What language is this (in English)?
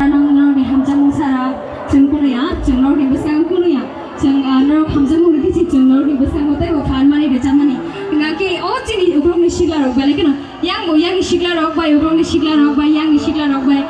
Kok Borok